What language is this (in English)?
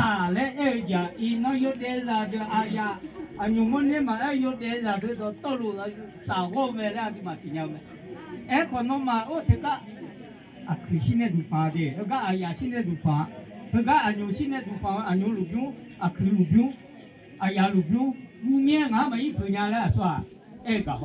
Akha